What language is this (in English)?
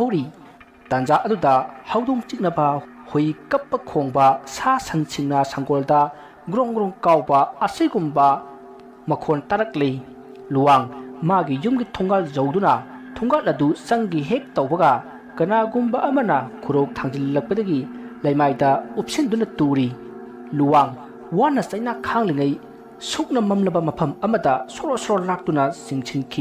Manipuri